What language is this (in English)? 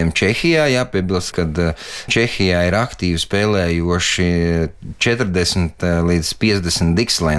Latvian